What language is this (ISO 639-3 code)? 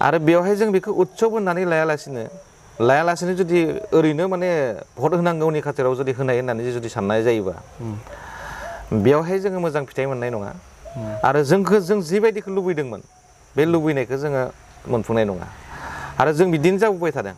brx